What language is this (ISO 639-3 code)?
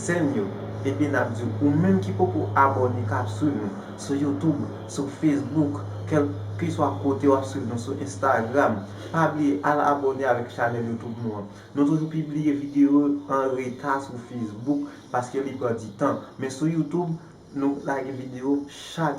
hat